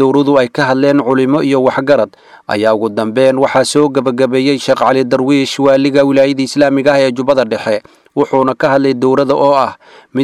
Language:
Somali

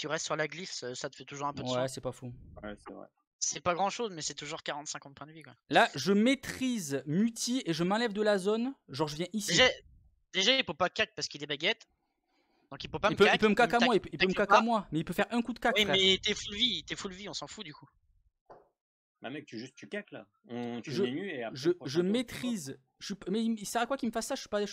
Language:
French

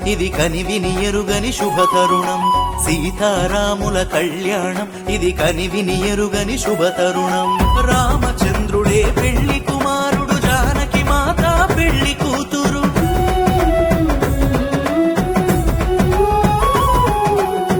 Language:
Telugu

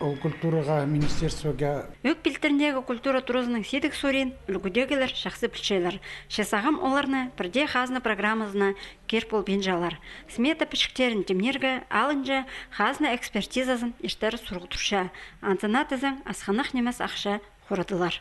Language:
Khakas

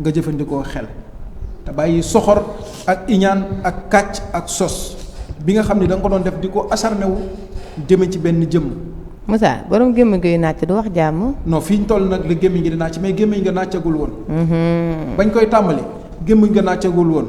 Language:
Wolof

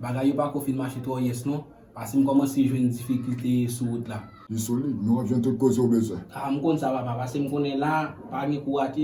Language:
Haitian Creole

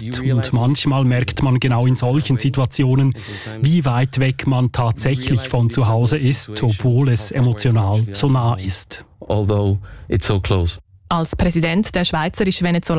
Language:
German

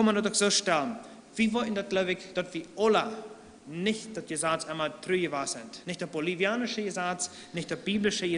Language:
Plautdietsch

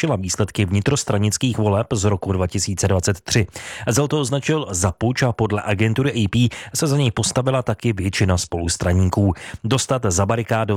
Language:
Czech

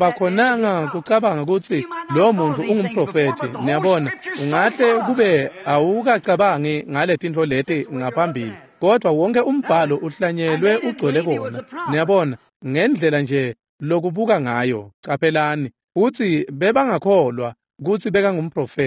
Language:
Swati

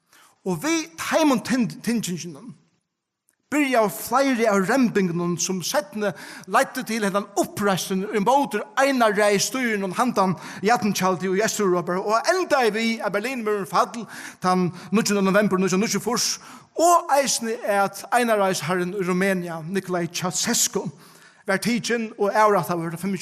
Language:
Faroese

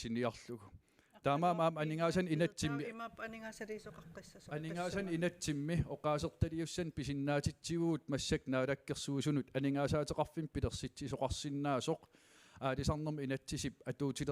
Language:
Kalaallisut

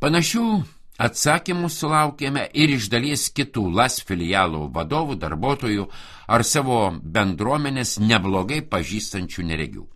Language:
Lithuanian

